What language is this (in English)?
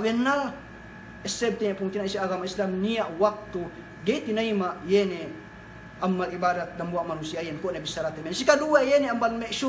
Yakan